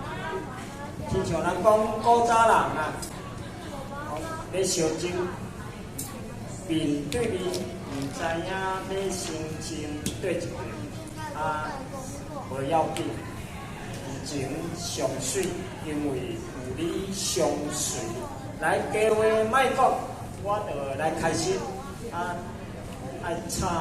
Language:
Min Nan Chinese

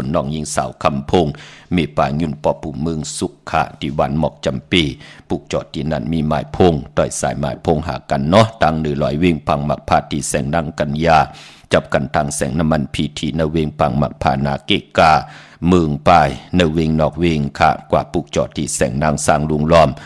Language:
Shan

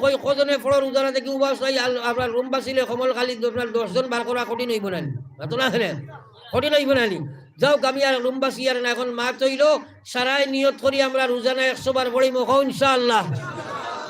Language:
Sylheti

